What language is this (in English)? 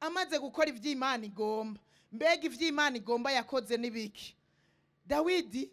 Rundi